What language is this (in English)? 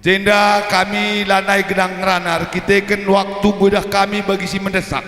Batak Karo